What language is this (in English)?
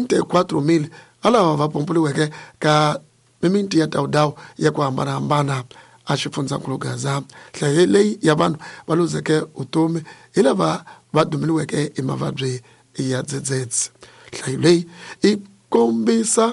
Tsonga